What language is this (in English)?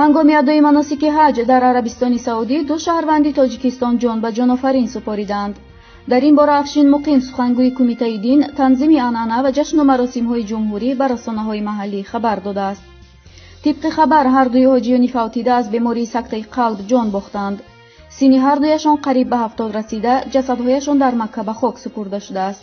Tajik